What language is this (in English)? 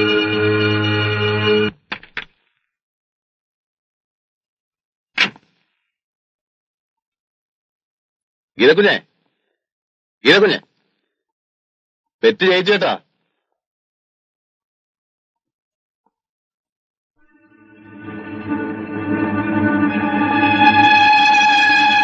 Malayalam